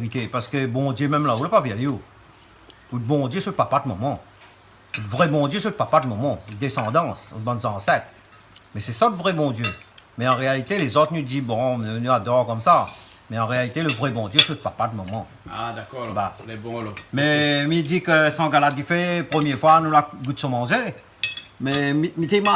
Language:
Réunion Creole French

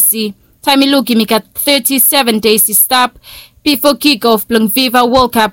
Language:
Bislama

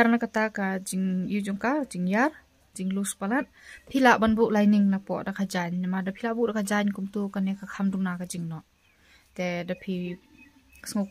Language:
Khasi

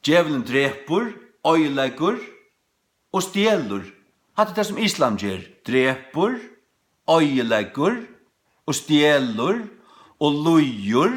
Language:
Faroese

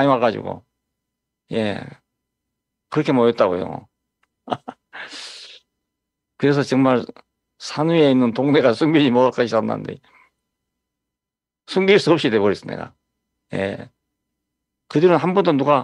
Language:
Korean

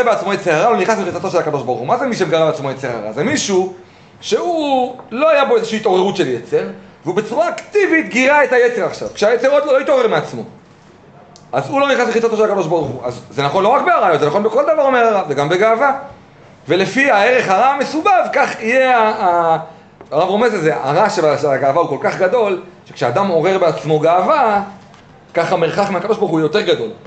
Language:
Hebrew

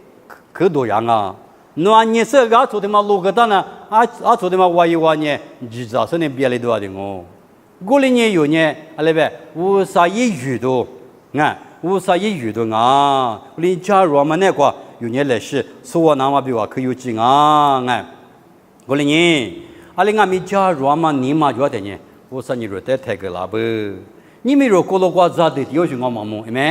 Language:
Lisu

